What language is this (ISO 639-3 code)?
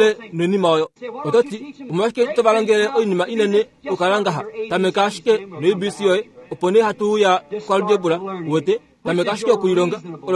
kua